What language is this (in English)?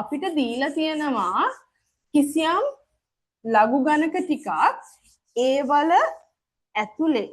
Sinhala